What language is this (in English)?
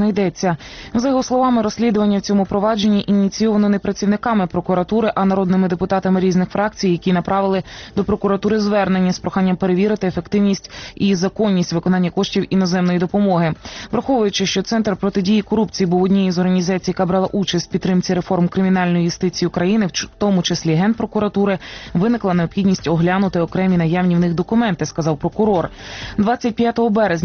Ukrainian